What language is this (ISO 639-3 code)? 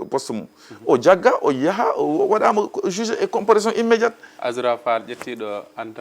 ful